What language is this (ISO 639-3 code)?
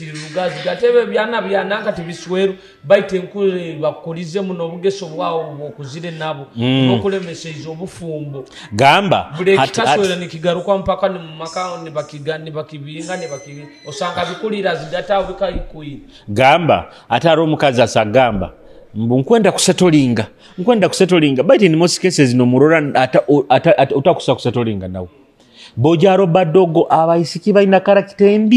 nyo